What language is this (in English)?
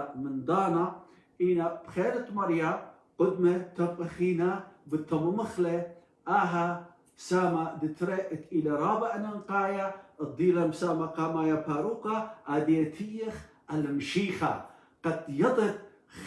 Assyrian Neo-Aramaic